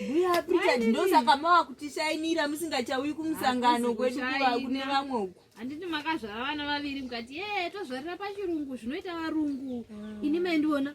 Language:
Shona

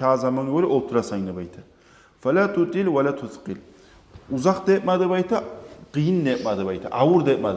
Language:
Kumyk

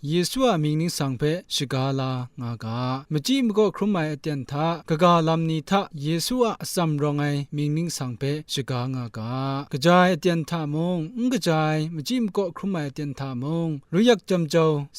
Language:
Kachin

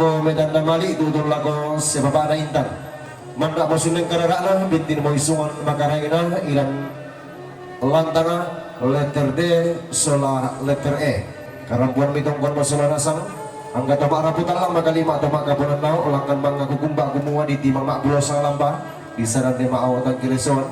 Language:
Toraja-Sa'dan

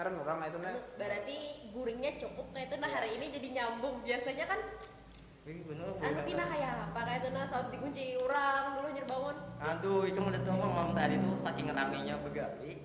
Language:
Banjar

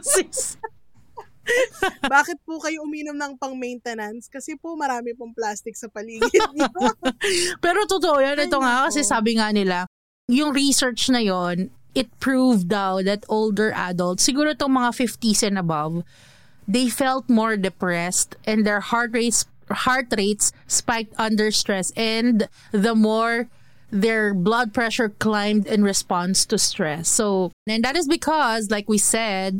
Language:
Filipino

